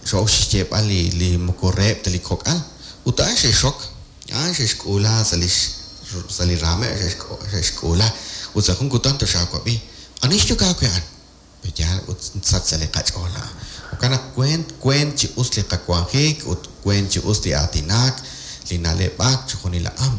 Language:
Kekchí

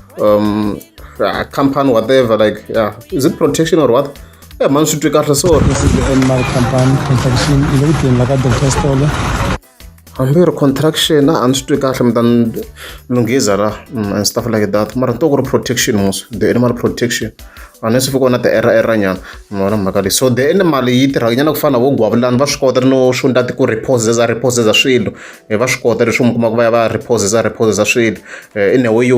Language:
Tsonga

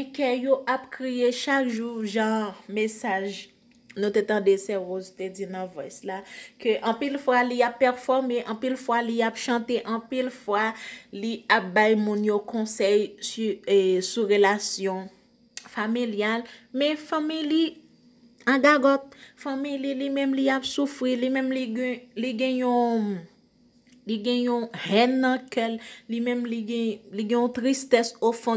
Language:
Haitian Creole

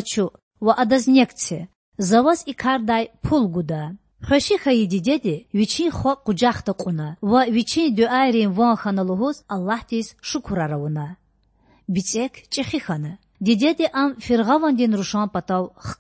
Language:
Lezghian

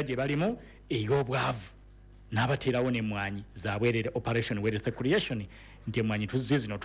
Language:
Ganda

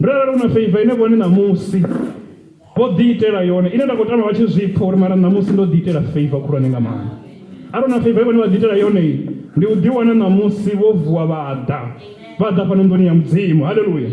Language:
Venda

